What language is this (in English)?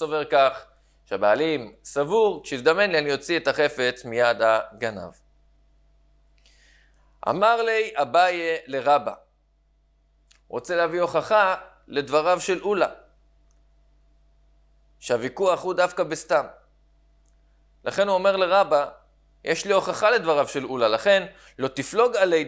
Hebrew